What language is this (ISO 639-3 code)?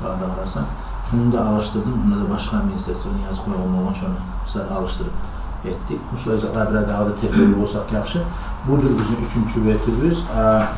kum